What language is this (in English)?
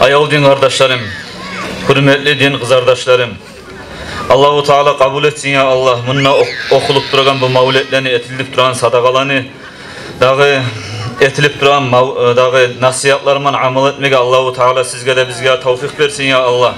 Kumyk